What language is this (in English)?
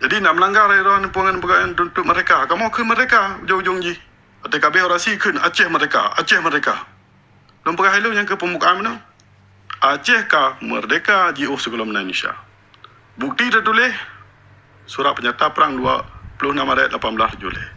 Achinese